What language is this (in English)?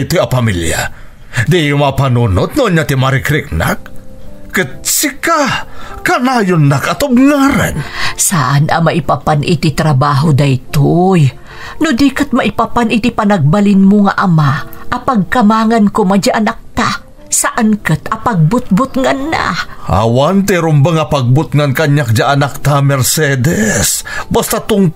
Iloko